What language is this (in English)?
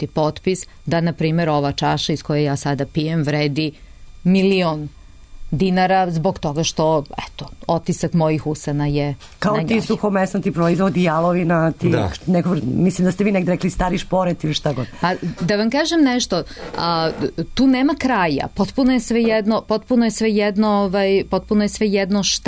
Serbian